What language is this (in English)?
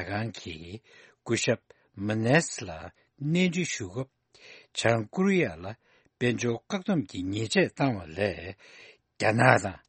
Tibetan